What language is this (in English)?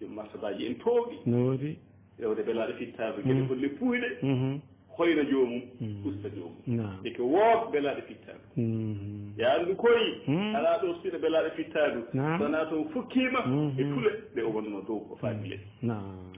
Fula